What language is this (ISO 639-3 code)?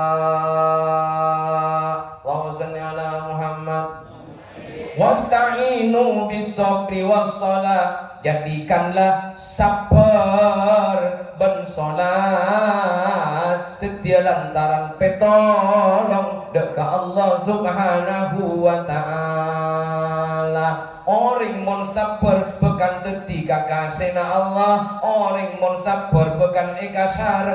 mad